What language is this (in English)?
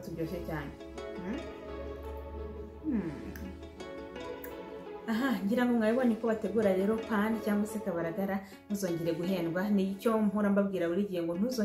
Kinyarwanda